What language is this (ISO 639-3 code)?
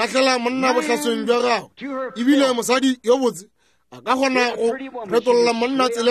nso